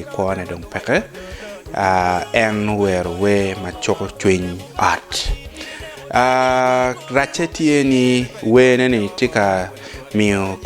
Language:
Acoli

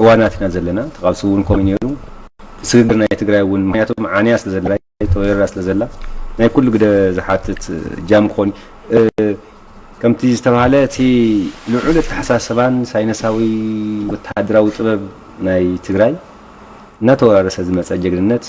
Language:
Tigrinya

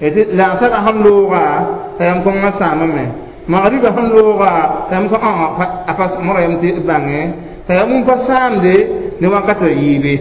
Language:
Mossi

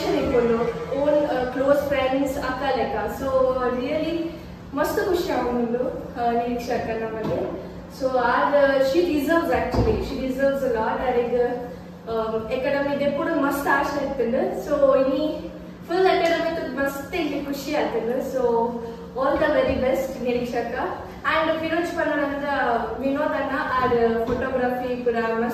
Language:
Tulu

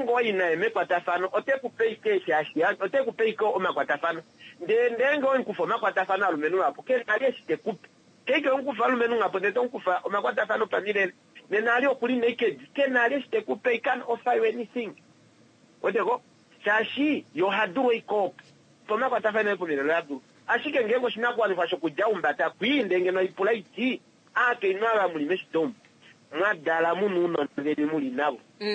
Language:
Kuanyama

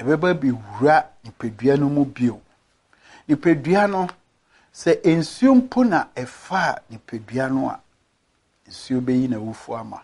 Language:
Akan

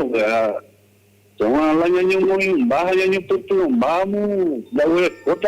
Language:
Guarani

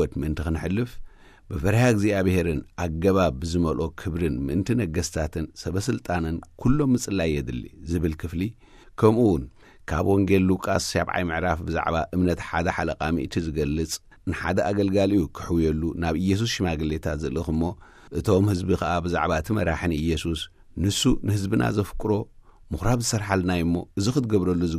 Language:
Tigrinya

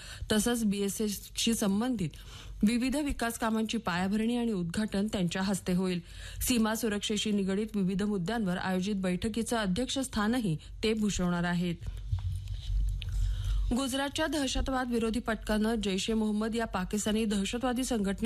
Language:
Marathi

